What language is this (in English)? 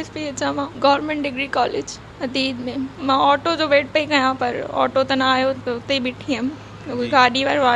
Sindhi